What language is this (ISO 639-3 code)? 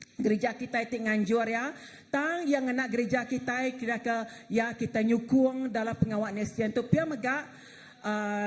iba